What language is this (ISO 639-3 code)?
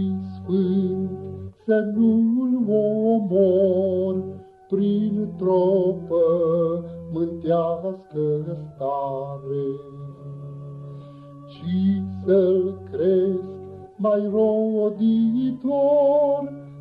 ron